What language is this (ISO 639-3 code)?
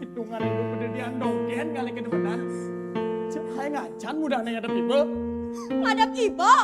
ban